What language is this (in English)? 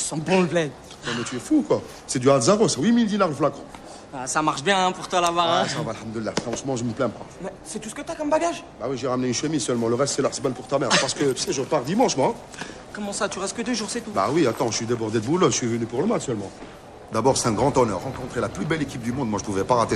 French